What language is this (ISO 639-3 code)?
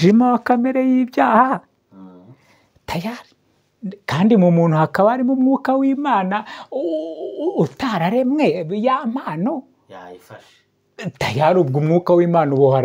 kin